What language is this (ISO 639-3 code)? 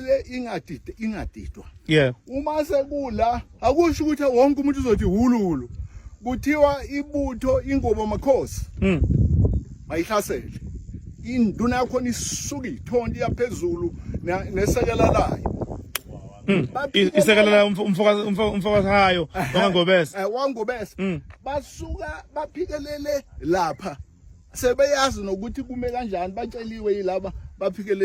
zul